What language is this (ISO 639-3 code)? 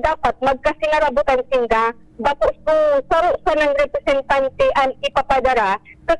bik